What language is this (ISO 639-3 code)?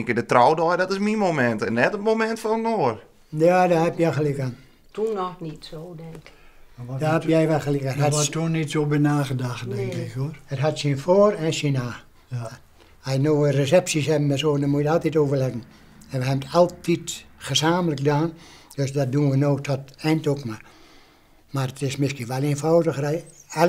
fry